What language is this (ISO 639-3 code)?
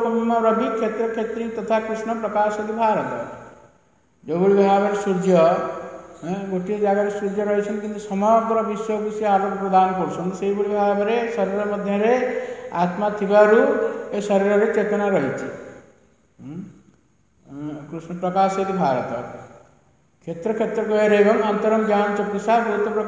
ori